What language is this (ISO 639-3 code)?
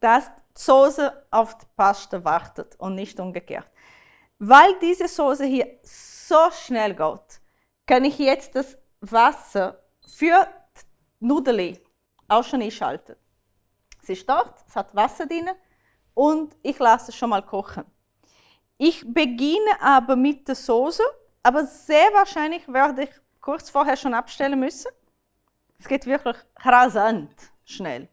gsw